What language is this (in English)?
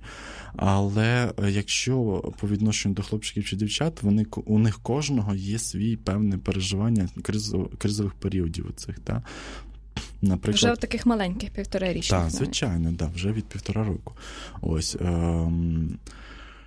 Ukrainian